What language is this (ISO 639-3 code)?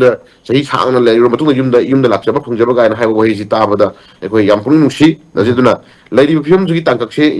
mni